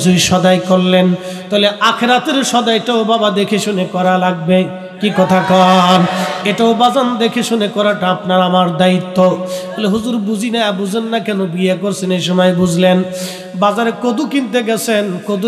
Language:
Bangla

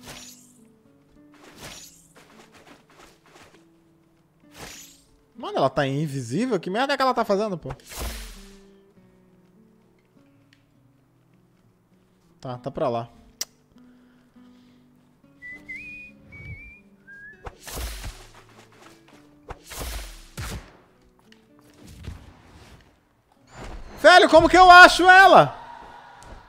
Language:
Portuguese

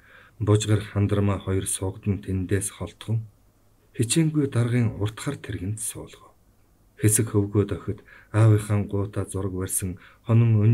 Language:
Mongolian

